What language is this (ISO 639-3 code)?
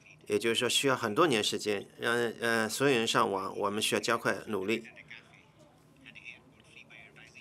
zho